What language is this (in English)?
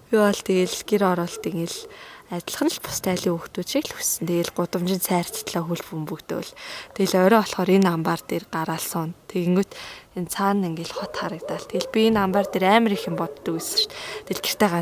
Mongolian